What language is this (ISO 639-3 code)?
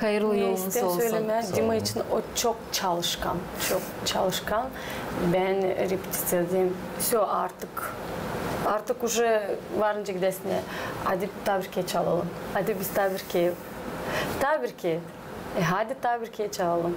gag